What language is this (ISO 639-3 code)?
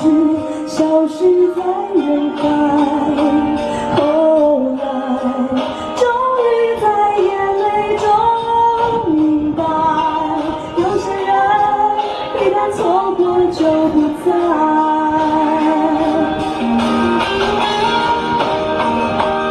zho